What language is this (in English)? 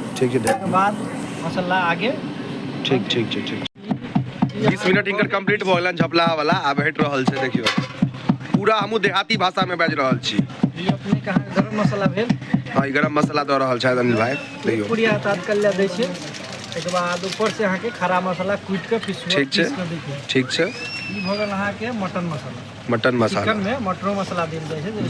Maithili